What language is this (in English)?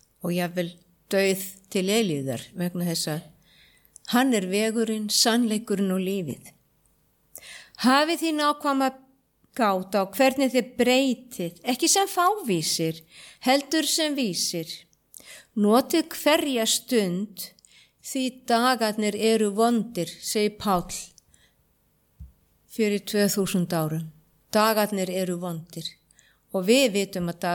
Icelandic